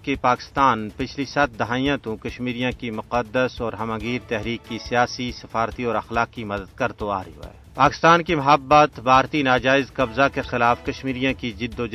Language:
Gujari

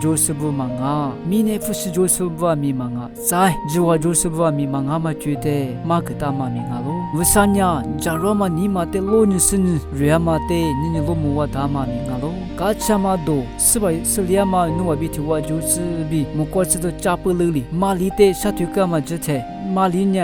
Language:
Lisu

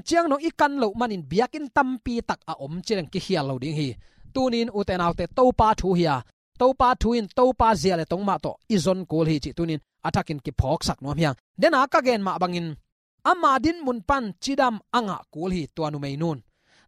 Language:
Tedim Chin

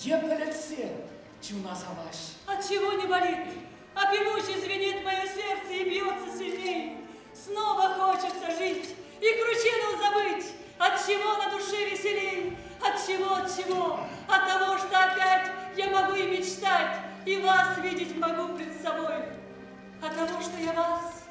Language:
Chuvash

